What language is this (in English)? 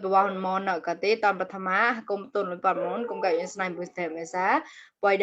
Mon